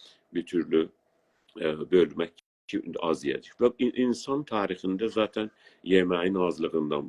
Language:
South Azerbaijani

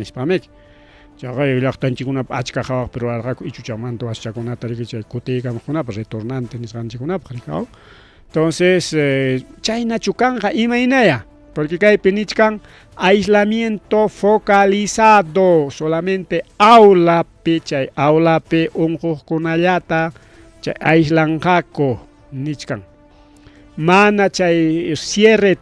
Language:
Ayacucho Quechua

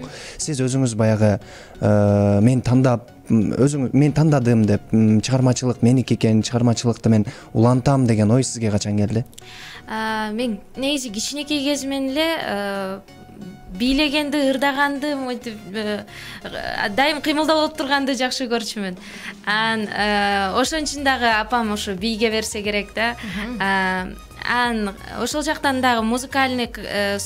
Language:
Kyrgyz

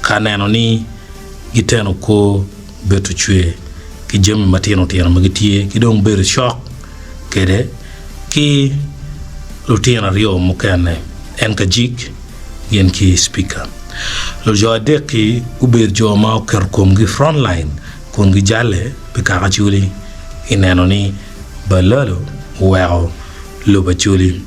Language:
Acoli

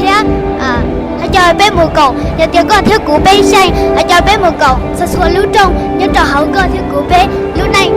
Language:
Hmong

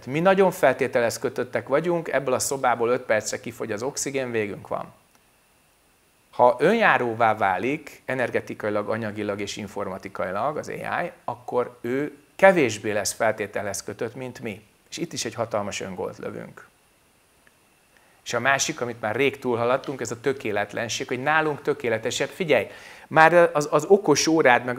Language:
Hungarian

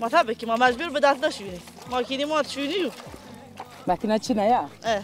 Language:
Zaza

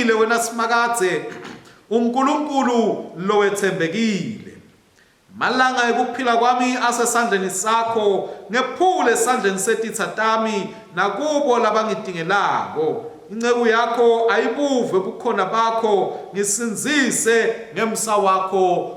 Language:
Swati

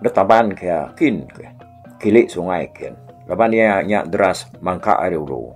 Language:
Iban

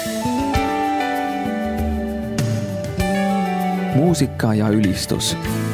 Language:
Estonian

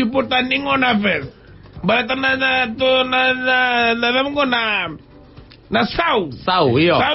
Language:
Fijian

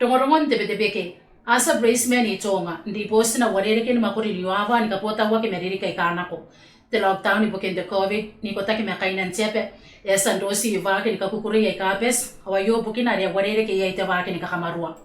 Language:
Gilbertese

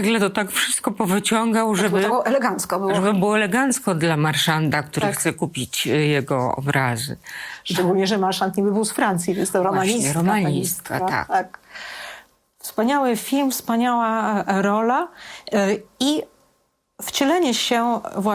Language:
Polish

